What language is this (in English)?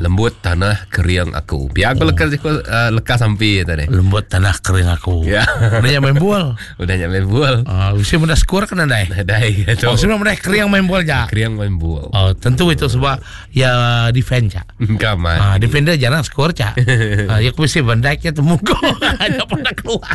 Iban